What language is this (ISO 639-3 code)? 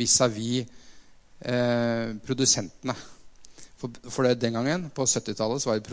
nor